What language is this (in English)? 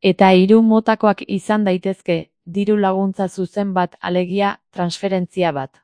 Basque